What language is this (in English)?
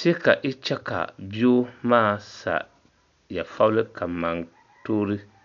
Dagbani